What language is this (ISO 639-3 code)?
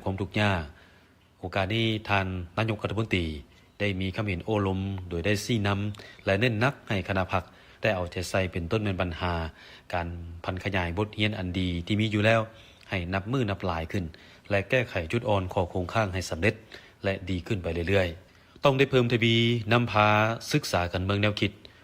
lao